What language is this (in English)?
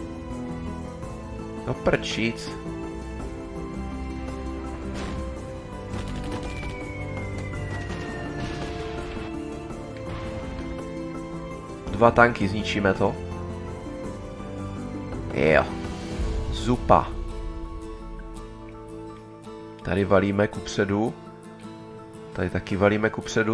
Czech